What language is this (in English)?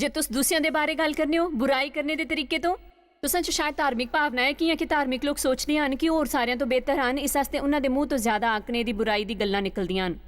Dogri